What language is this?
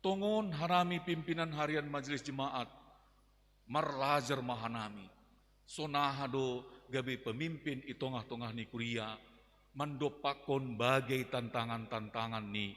Batak Simalungun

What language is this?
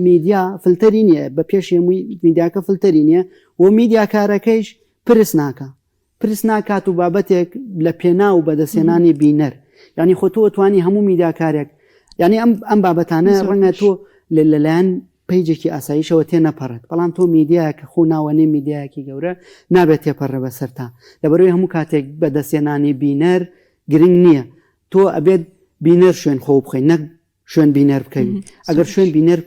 Central Kurdish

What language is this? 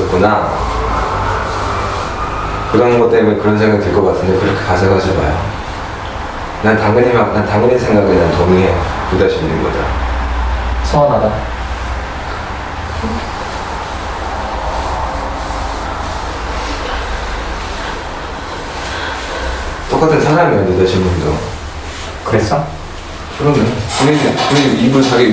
Korean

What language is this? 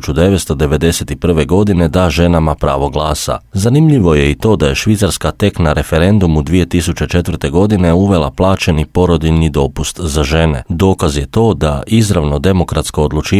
Croatian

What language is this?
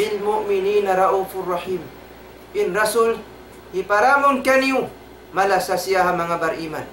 Tausug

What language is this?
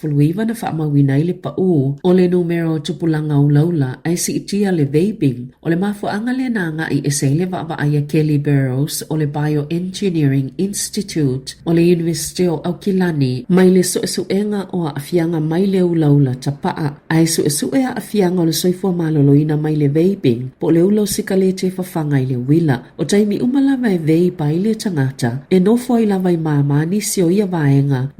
Samoan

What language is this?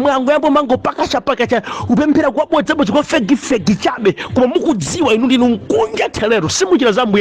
Nyanja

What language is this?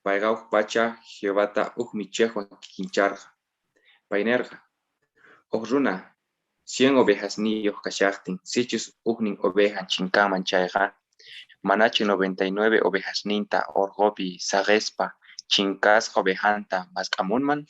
Quechua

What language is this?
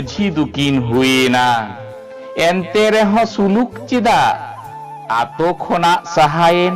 Santali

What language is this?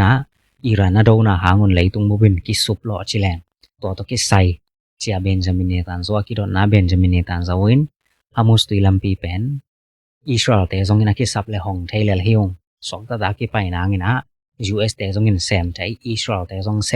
Tedim Chin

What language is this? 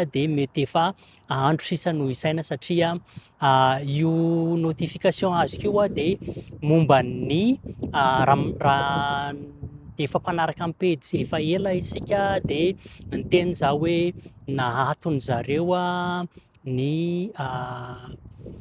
Malagasy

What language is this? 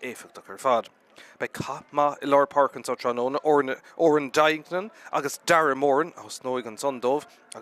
Irish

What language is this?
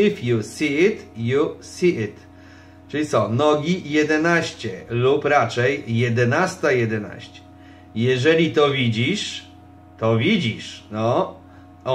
Polish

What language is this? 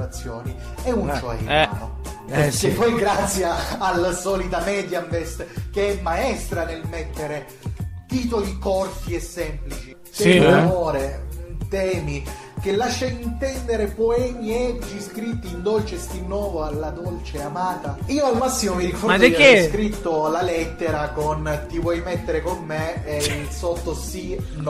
Italian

